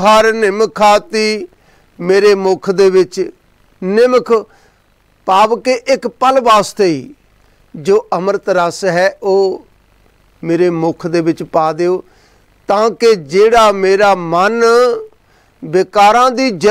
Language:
Punjabi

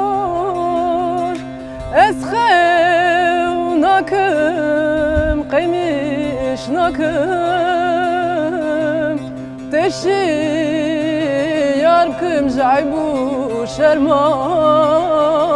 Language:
Kurdish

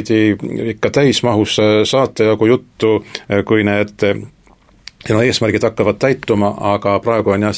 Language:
Estonian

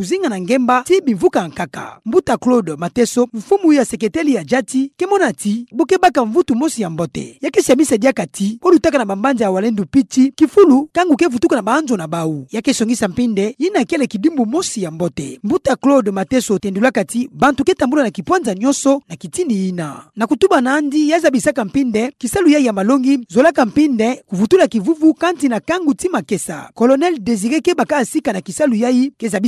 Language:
Kituba (Democratic Republic of Congo)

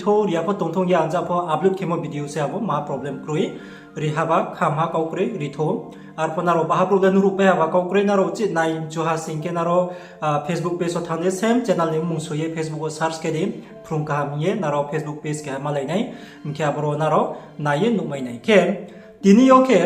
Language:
Riang (India)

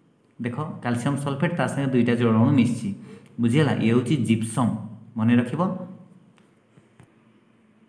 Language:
Odia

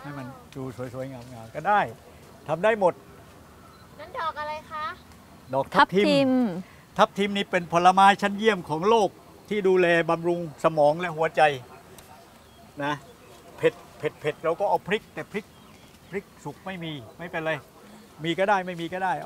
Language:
Thai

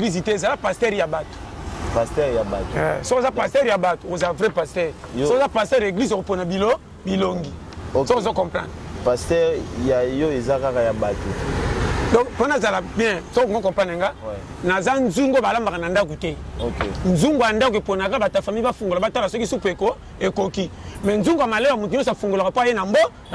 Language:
Lingala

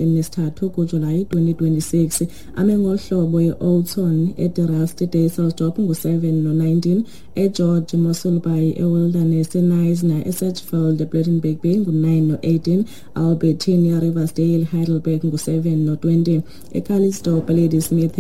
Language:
Xhosa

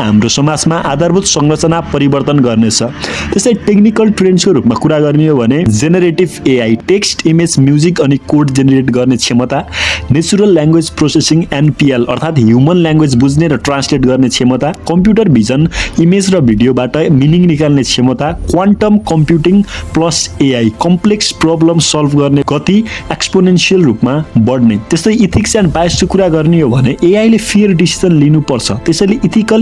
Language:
Nepali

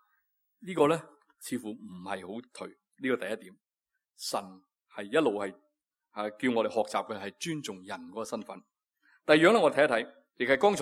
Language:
Cantonese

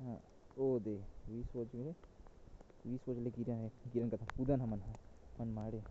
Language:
Chhattisgarhi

